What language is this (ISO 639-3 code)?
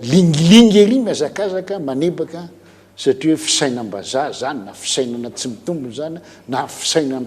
mlg